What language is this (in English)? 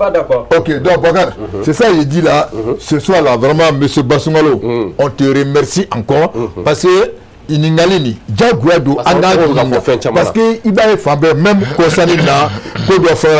Bambara